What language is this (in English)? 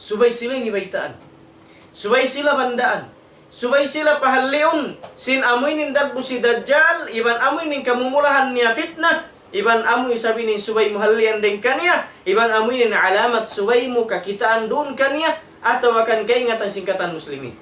Tausug